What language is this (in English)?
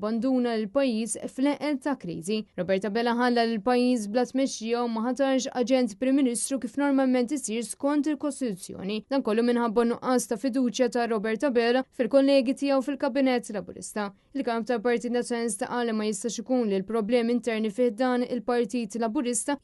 Maltese